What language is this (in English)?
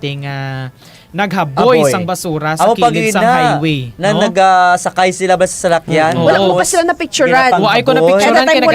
Hiligaynon